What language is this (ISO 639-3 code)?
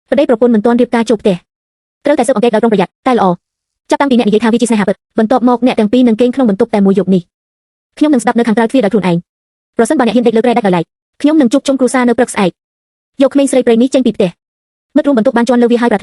khm